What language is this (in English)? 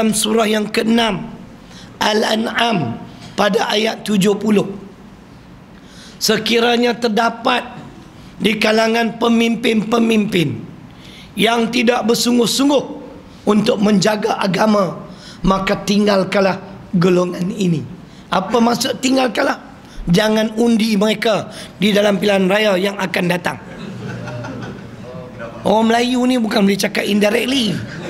Malay